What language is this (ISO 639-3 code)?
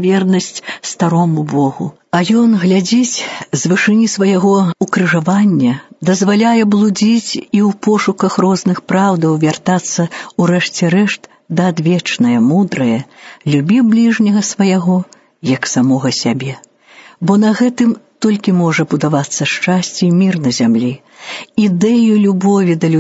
bel